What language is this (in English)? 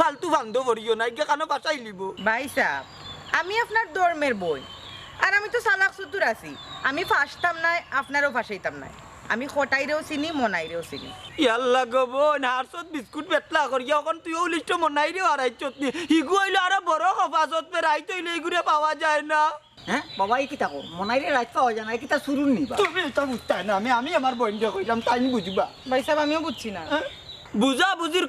Sylheti